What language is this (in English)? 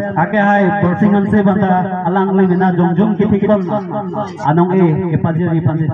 Karbi